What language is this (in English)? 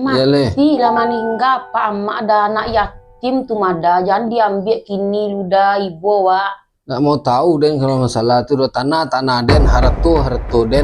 Minangkabau